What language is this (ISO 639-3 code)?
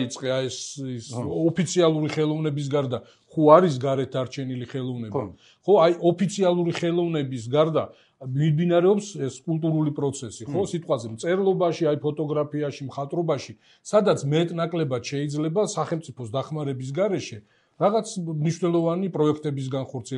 kat